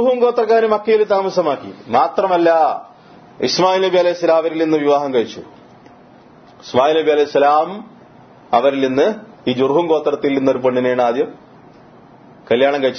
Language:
Malayalam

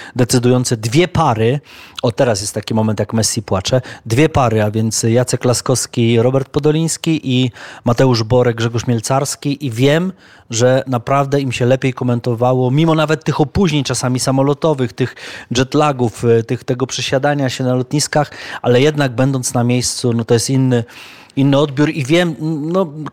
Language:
Polish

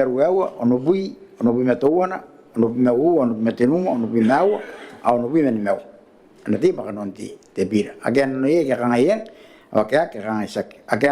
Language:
Gilbertese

